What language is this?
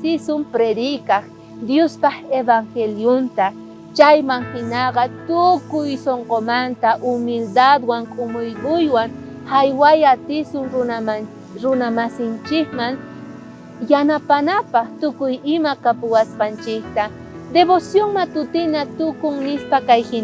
South Bolivian Quechua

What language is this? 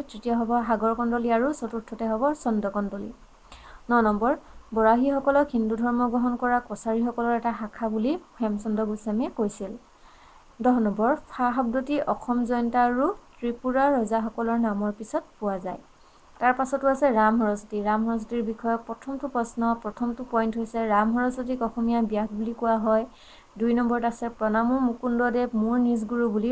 Assamese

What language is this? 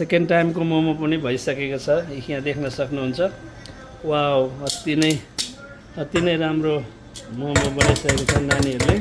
Nepali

